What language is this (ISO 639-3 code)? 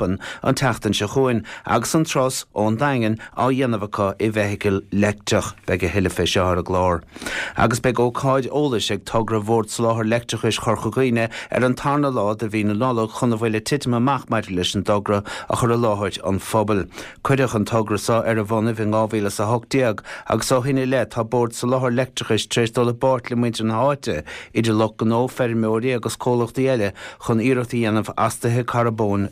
gle